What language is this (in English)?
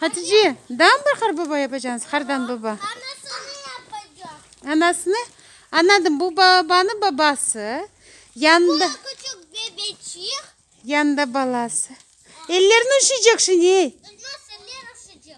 Crimean Tatar